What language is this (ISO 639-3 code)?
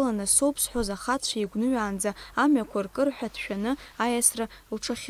abk